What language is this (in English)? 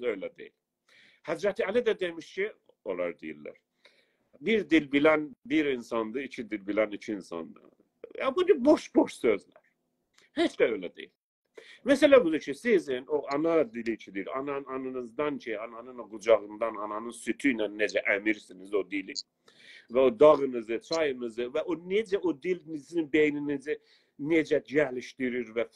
South Azerbaijani